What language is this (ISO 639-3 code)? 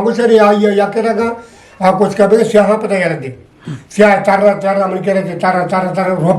bgp